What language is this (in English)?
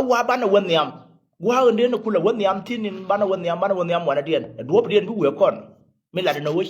Nuer